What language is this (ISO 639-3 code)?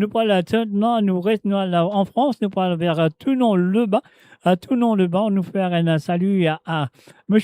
mfe